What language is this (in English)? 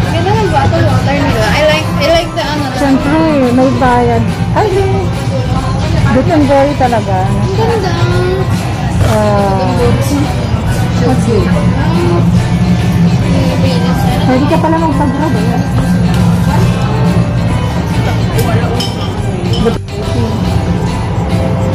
Filipino